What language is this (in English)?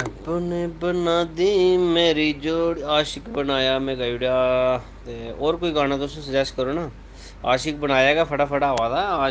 Dogri